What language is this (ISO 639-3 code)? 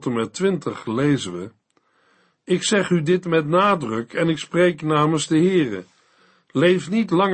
nld